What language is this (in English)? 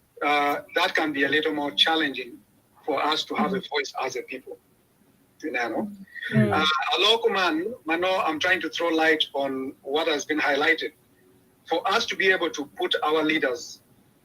Acoli